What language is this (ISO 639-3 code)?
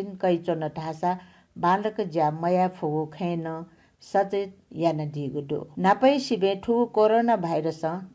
new